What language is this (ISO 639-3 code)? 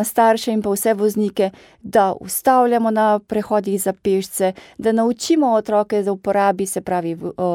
slv